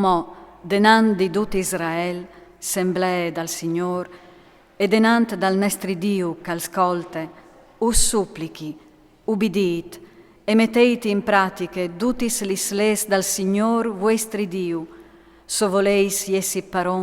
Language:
Friulian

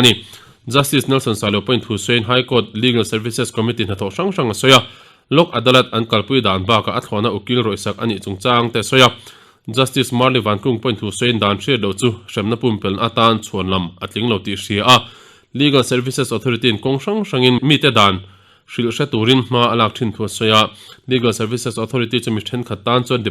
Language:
Mizo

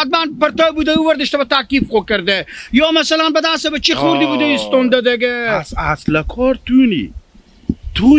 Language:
Hazaragi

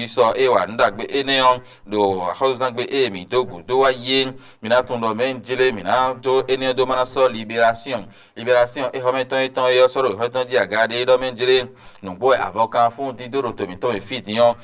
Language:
Fon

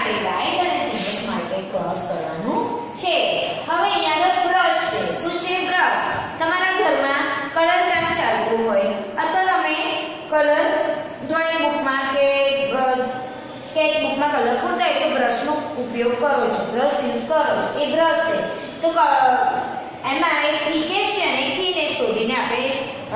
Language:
Gujarati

